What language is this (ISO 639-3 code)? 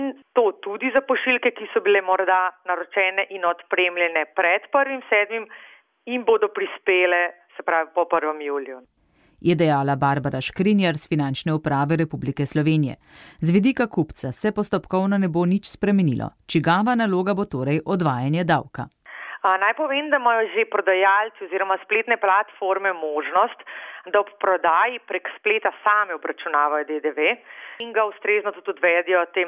slv